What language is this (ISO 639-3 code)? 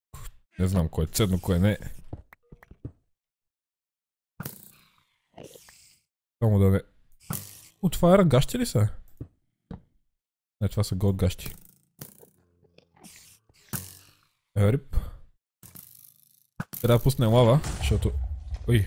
bul